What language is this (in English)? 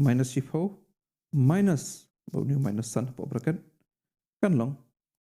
Khasi